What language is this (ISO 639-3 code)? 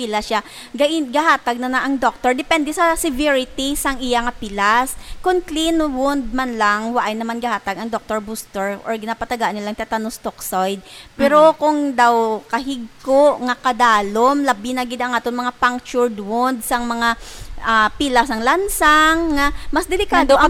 hil